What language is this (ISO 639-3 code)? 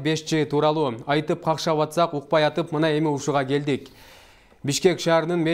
kir